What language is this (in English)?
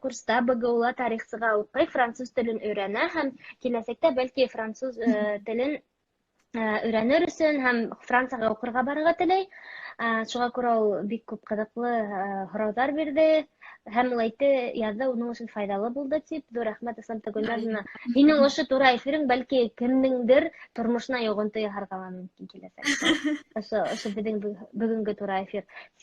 Bashkir